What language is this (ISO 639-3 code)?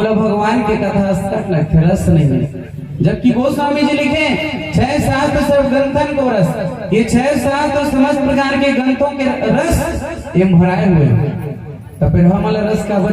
hne